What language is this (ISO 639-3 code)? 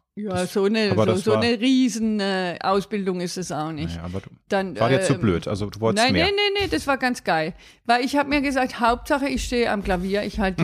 deu